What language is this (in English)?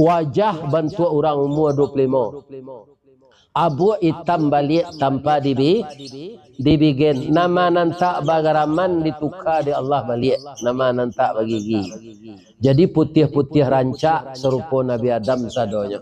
Minangkabau